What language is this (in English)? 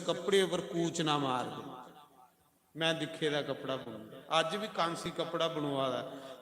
Dogri